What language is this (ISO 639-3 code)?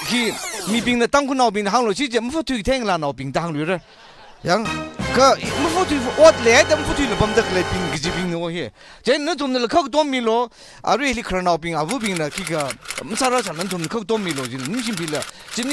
nmf